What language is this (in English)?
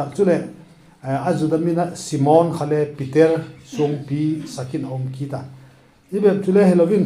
Vaiphei